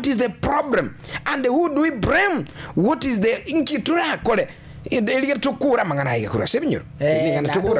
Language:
Gusii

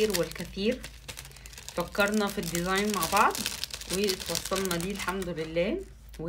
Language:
Egyptian Arabic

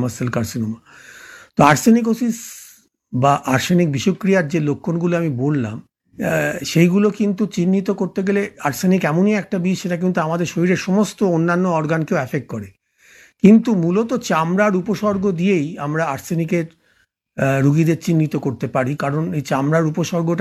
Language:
Bangla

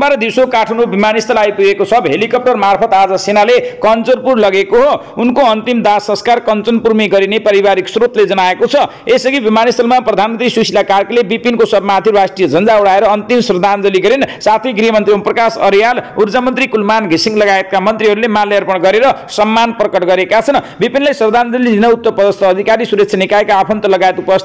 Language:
Nepali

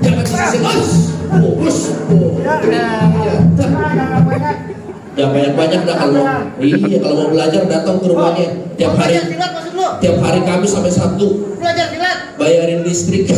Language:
Betawi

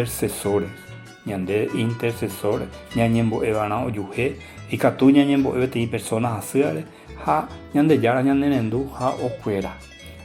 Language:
Guarani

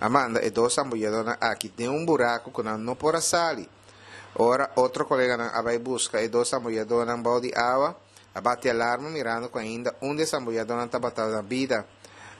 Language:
Papiamento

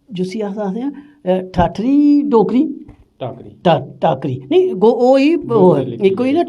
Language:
Dogri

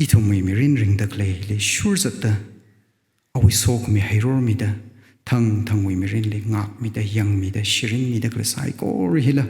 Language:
Tangkhul Naga (India)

